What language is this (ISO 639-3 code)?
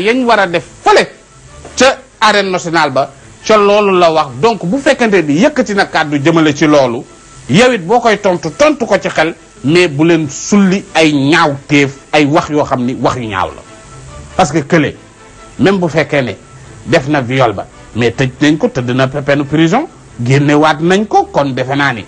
wol